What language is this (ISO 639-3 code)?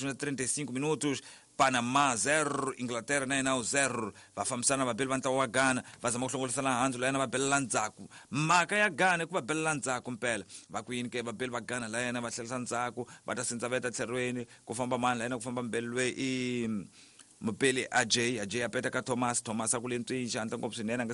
tso